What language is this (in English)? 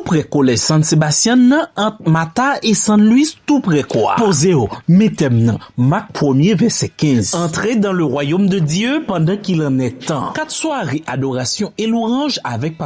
Haitian Creole